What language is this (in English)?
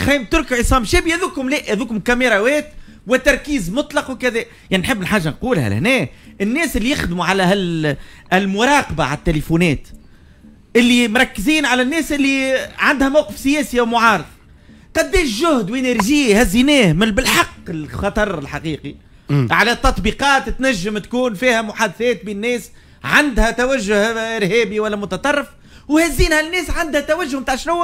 Tunisian Arabic